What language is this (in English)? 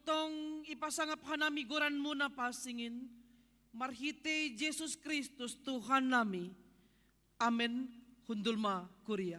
Batak Simalungun